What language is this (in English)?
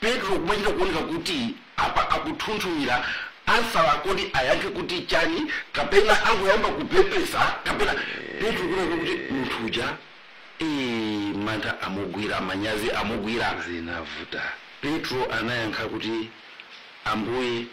Nyanja